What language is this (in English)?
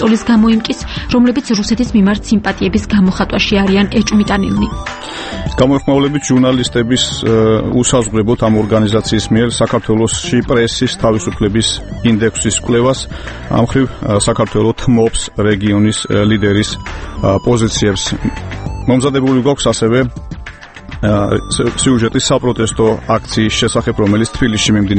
Georgian